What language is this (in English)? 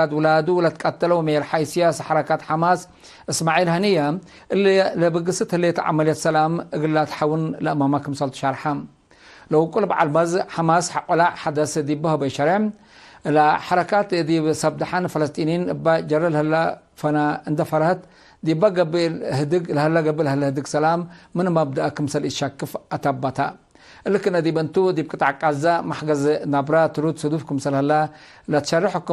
Tigre